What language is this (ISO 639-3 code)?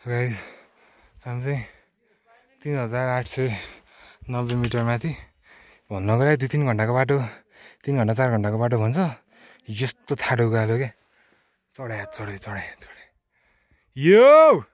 nep